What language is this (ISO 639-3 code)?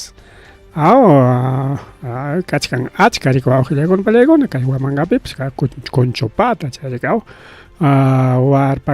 quy